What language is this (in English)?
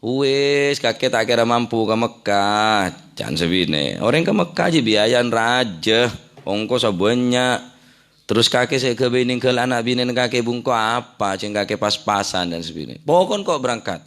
Madurese